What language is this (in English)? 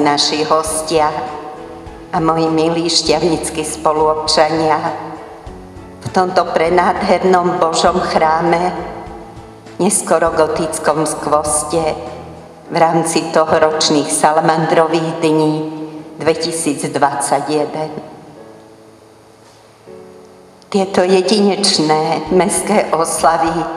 Slovak